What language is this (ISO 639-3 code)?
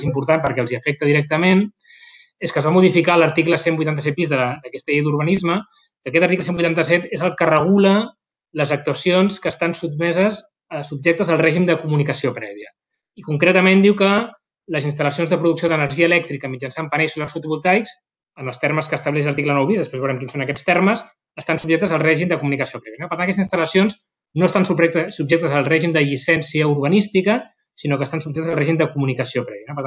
cat